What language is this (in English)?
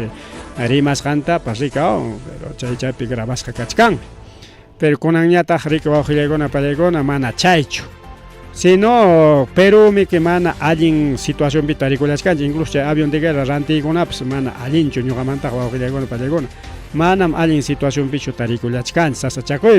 Ayacucho Quechua